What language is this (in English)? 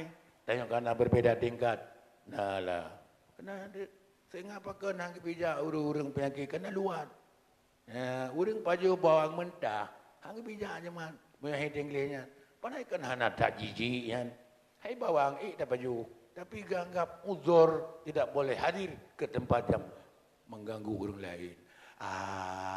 Achinese